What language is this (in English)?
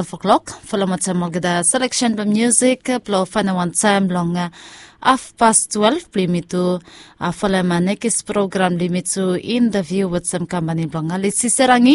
Bislama